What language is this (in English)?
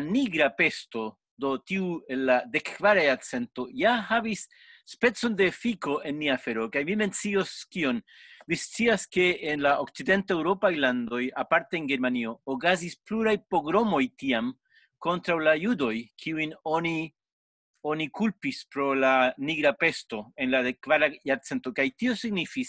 Esperanto